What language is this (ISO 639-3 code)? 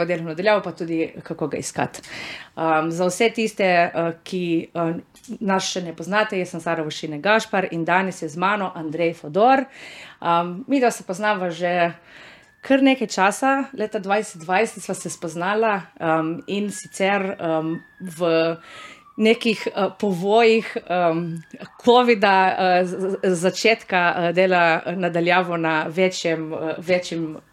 slv